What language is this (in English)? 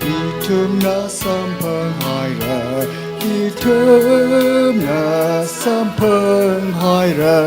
Tangkhul Naga (India)